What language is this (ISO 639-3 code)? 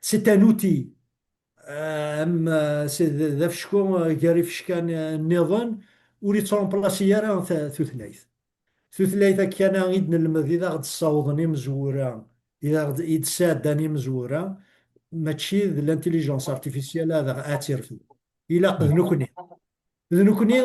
kab